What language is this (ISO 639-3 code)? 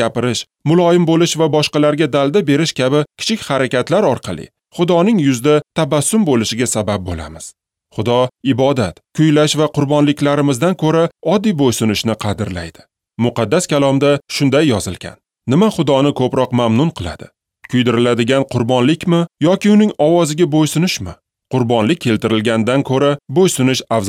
uzb